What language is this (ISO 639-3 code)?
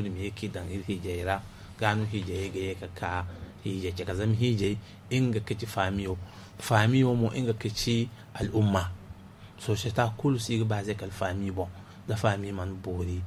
dje